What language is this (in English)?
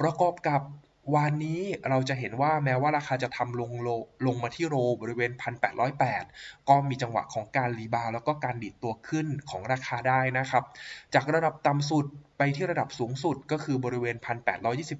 Thai